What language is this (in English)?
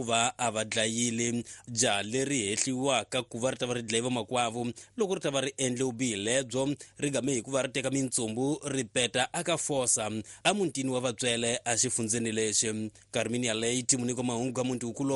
Tsonga